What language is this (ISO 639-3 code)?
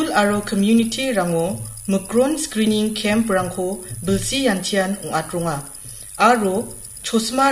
grt